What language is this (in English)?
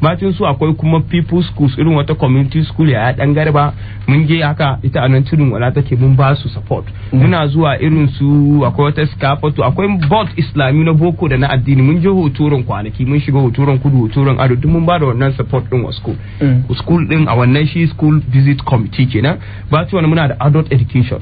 Hausa